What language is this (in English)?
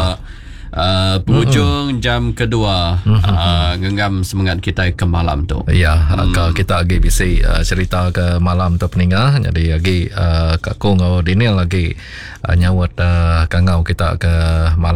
Iban